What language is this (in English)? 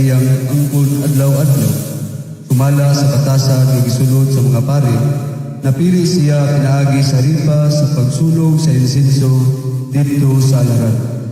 Cebuano